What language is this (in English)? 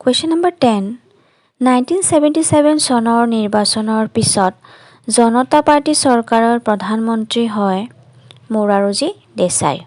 Assamese